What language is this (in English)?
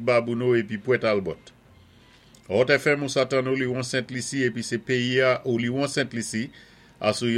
Saint Lucian Creole French